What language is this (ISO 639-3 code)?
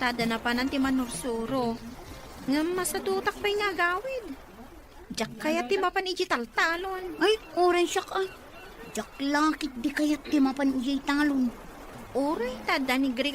ilo